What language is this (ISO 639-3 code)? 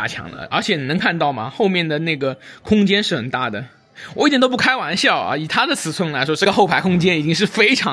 zho